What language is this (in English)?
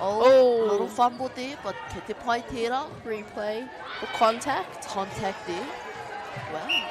Māori